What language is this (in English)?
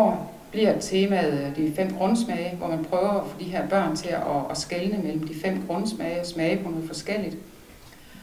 Danish